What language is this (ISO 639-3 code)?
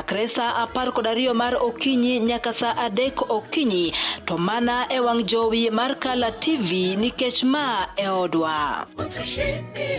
luo